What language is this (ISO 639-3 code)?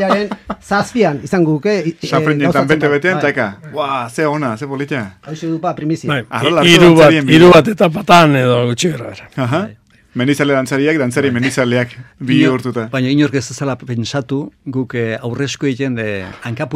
eus